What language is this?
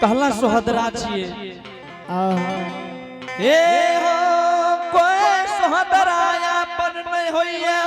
Angika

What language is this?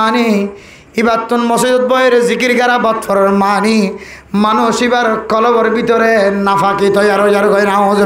Rohingya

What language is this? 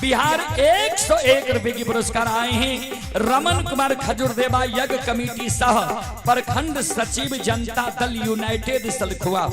Maithili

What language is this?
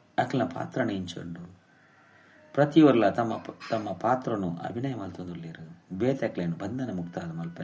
Tulu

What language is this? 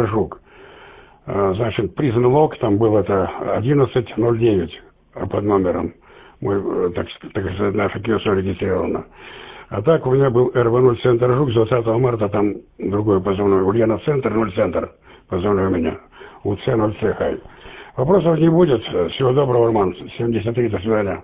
Russian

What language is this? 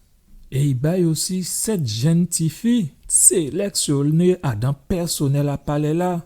Guadeloupean Creole French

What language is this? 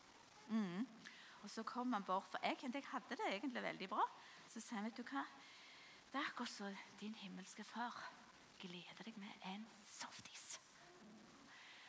Norwegian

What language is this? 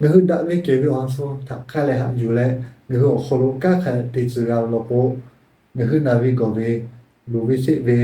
Lahu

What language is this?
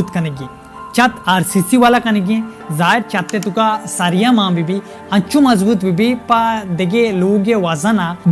Baluchi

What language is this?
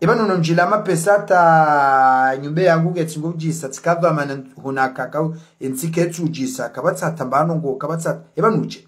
Ngazidja Comorian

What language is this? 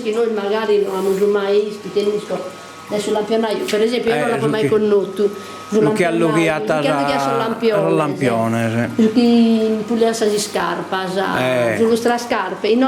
Sardinian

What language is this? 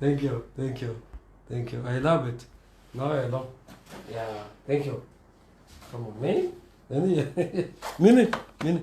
Nuer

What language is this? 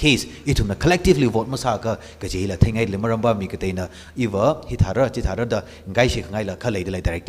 Tangkhul Naga (India)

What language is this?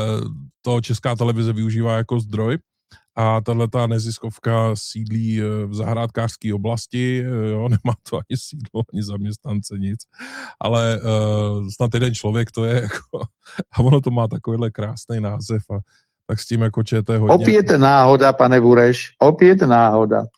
Czech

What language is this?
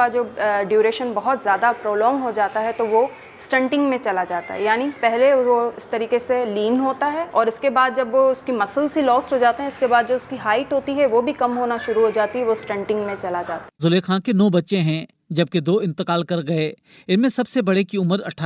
Urdu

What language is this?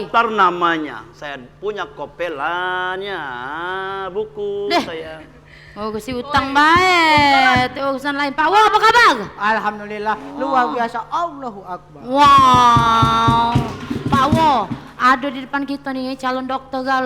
Musi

